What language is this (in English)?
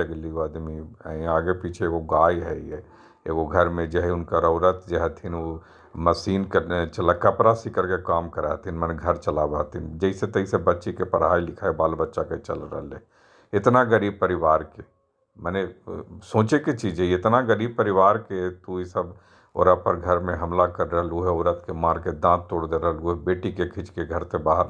Magahi